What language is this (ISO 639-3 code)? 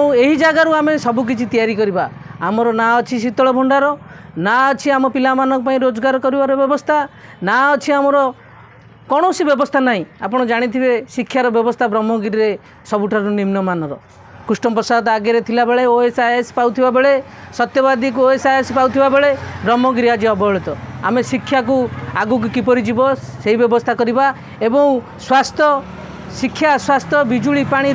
ori